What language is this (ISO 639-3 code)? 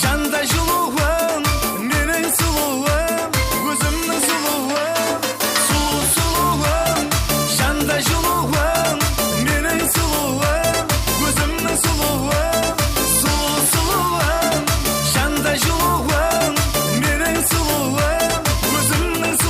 kaa